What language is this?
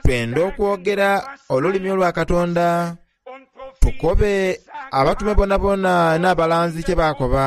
Soga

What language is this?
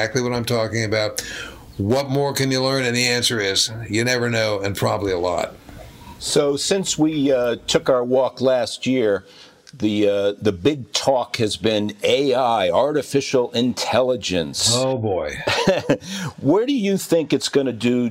English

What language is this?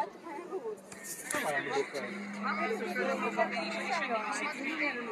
Italian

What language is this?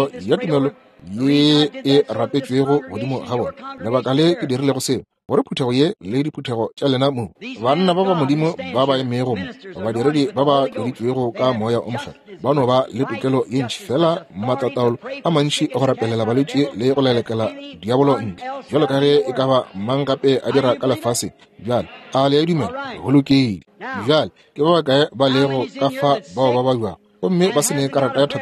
Northern Sotho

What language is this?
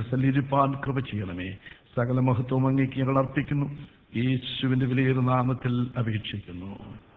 Malayalam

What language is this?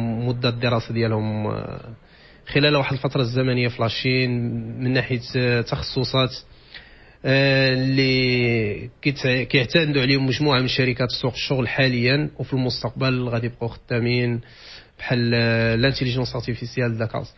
Moroccan Arabic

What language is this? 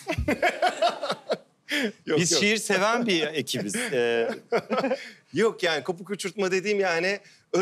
Turkish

